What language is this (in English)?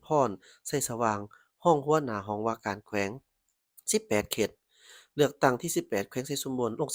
Lao